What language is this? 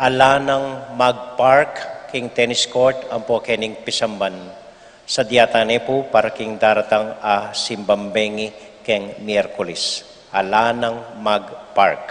Pampanga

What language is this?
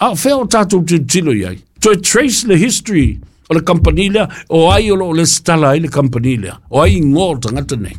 Samoan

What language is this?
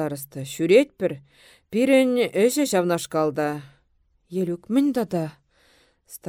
Chuvash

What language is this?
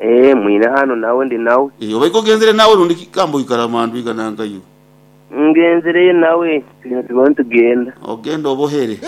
Nyankole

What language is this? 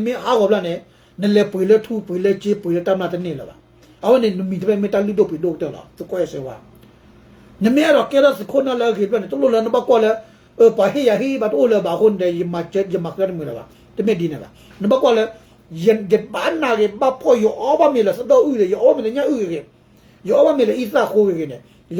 S'gaw Karen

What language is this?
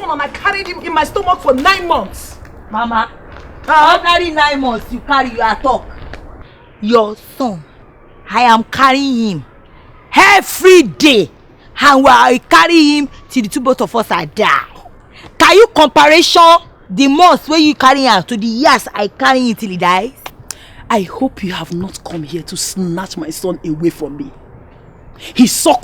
Nigerian Pidgin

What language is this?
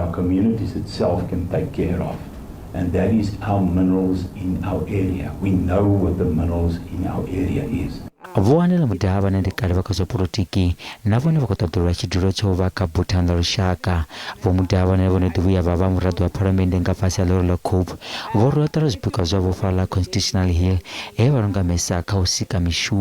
Venda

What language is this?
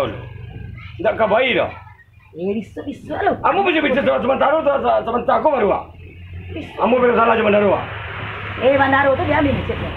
Minangkabau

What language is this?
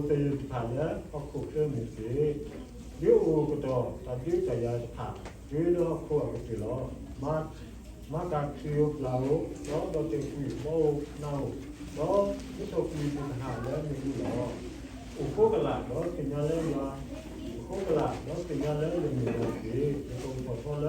S'gaw Karen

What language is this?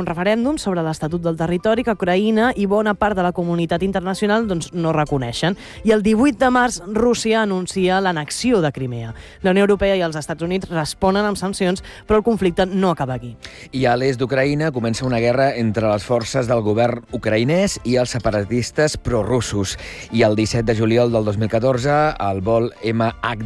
Catalan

